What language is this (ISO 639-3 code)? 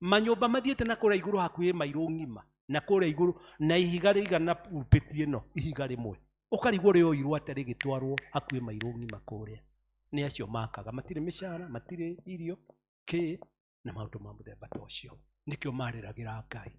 kik